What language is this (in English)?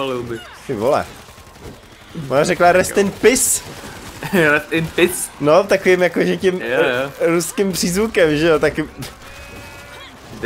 Czech